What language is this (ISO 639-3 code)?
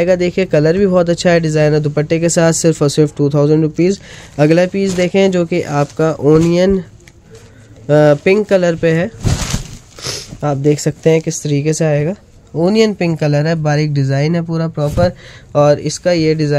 hin